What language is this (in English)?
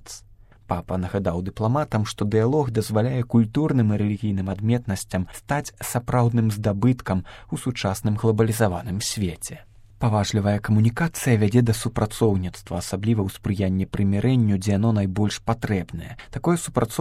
Belarusian